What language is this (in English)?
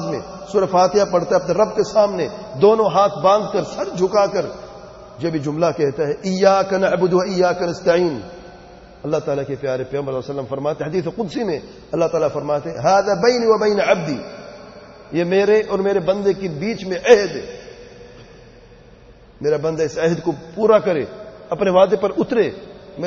Urdu